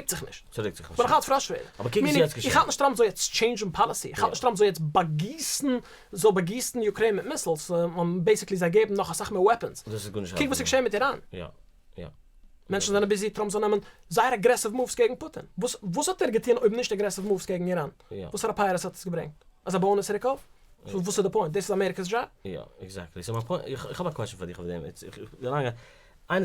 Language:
Yiddish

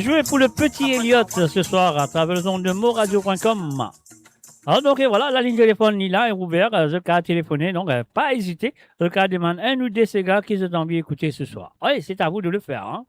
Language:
Morisyen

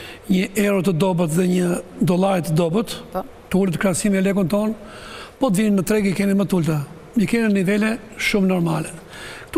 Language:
Albanian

